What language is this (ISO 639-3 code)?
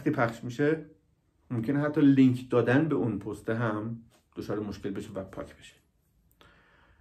fas